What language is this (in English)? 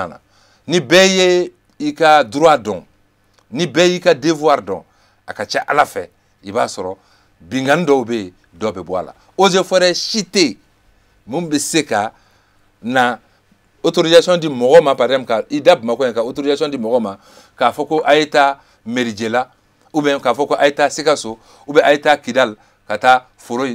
Bambara